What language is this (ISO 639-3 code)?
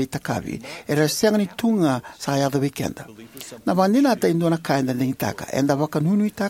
fij